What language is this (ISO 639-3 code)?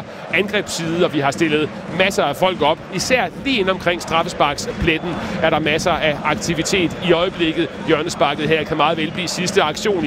dan